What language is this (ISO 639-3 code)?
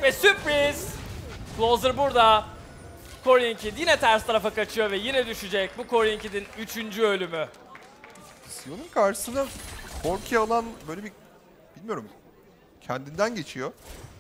tur